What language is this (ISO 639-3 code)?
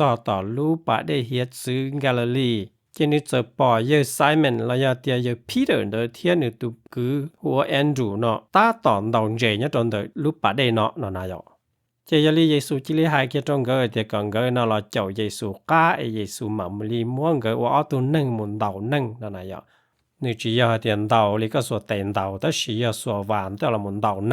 hmn